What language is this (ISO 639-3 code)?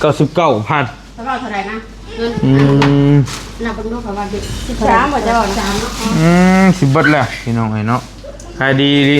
tts